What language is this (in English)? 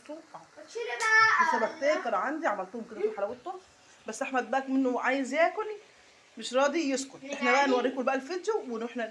Egyptian Arabic